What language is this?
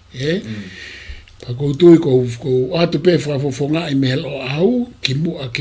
Tongan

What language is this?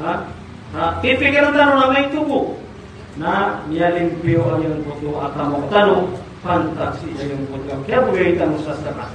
Maranao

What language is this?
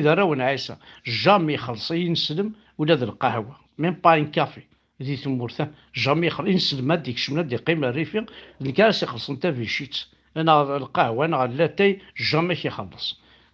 Kabyle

